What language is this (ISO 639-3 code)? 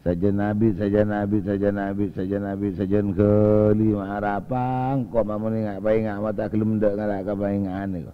mad